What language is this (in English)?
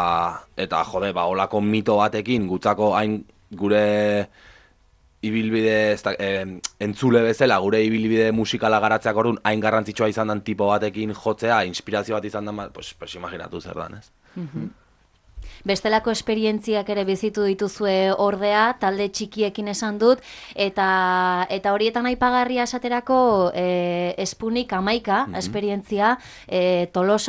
Basque